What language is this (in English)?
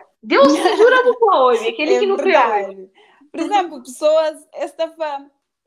Kabuverdianu